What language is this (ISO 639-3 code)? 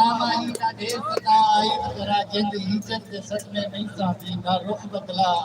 skr